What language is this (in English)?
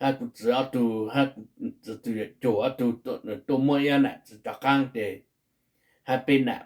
Hmong